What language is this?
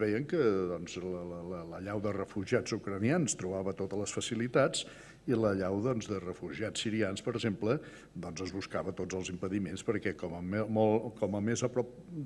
Catalan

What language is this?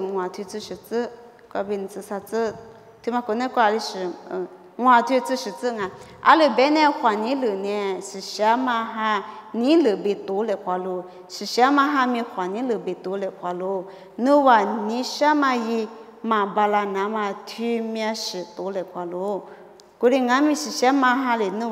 Lisu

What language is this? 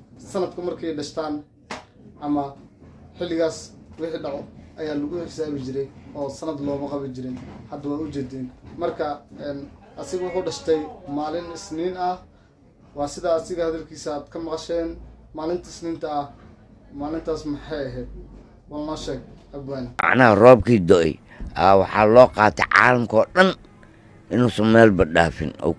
Somali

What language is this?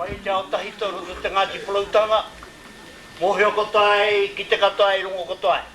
Māori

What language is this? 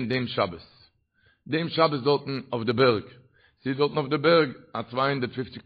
Yiddish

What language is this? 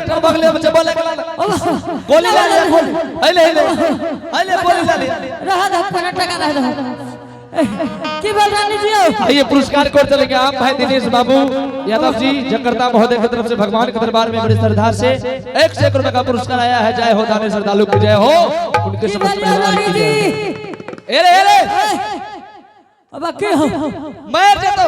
Angika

